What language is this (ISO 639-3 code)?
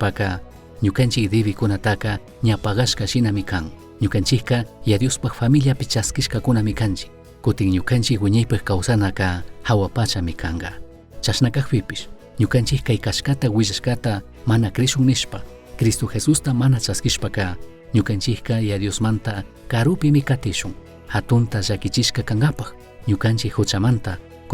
qug